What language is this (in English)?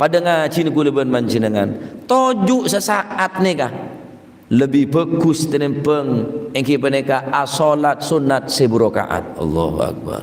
Madurese